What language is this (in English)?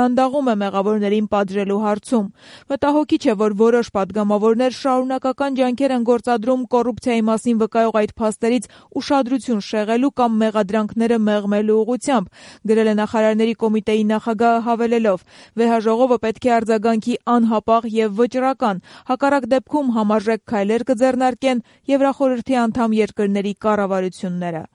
Armenian